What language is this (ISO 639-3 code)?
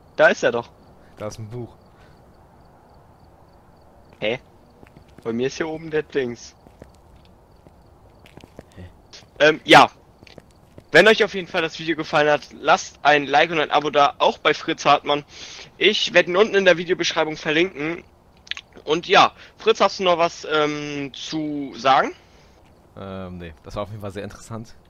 deu